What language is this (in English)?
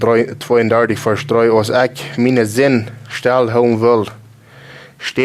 Plautdietsch